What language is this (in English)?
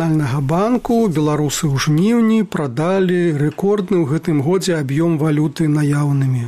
Belarusian